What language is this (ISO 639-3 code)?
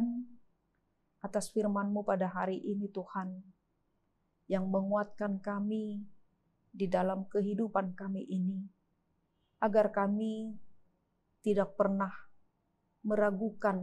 ind